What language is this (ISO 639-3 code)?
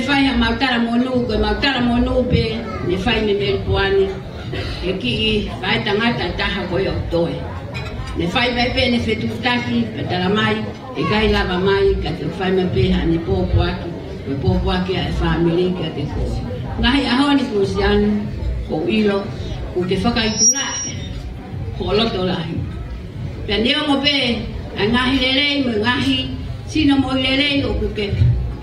ton